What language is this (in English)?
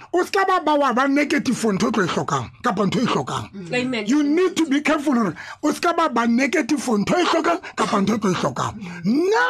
Tswana